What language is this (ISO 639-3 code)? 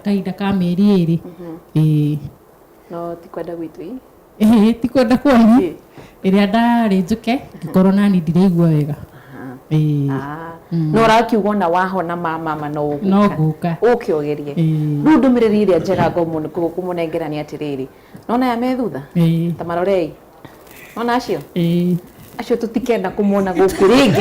kik